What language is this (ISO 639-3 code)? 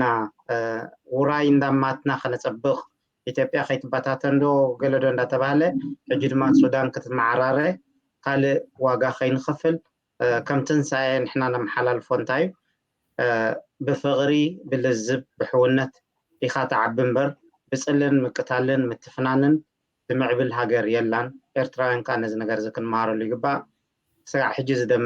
tir